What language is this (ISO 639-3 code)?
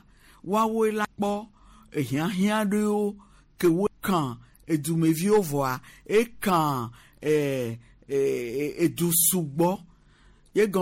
gej